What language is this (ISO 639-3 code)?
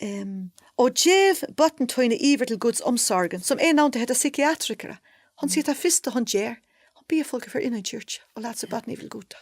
fao